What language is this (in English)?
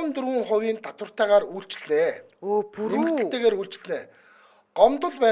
Mongolian